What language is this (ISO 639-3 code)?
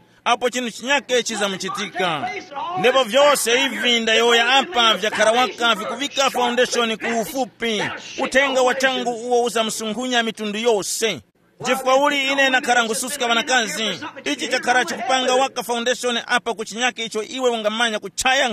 tum